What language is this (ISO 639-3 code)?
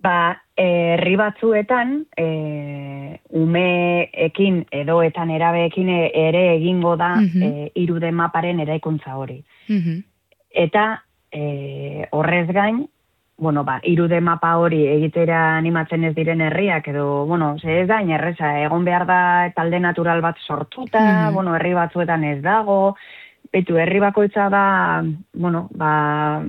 eus